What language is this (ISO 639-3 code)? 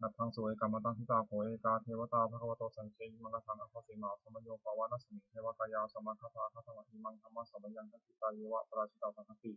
pli